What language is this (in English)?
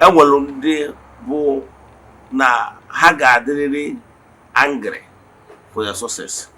Igbo